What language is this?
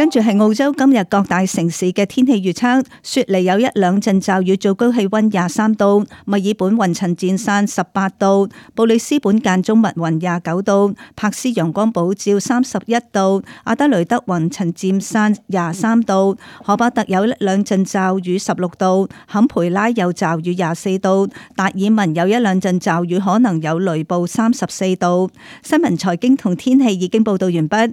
Cantonese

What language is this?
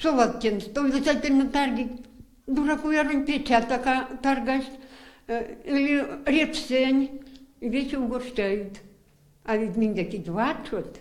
Erzya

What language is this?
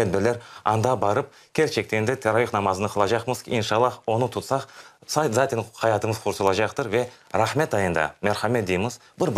Crimean Tatar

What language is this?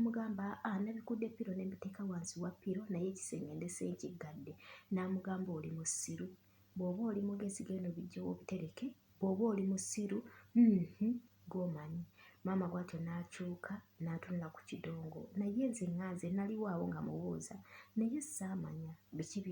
Ganda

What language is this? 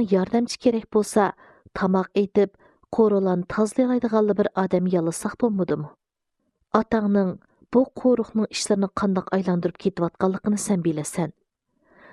Uyghur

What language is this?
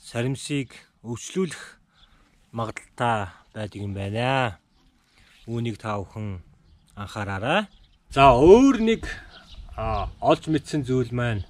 Mongolian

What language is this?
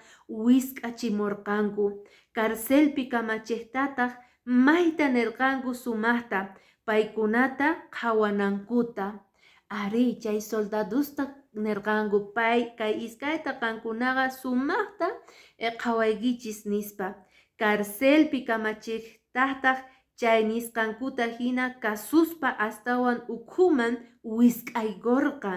Quechua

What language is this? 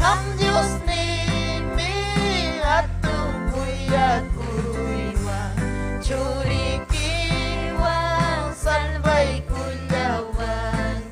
Ayacucho Quechua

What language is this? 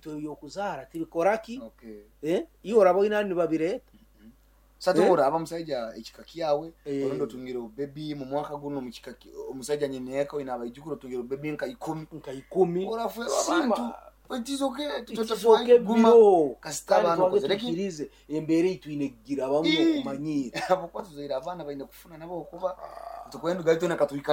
Nyoro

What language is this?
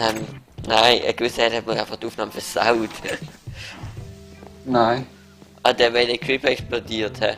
Swiss German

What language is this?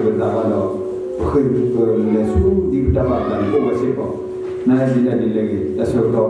S'gaw Karen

